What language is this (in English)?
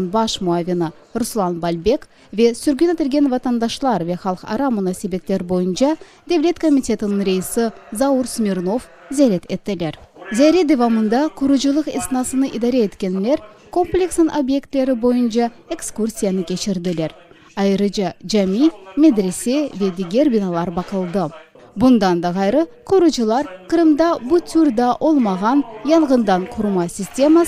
Crimean Tatar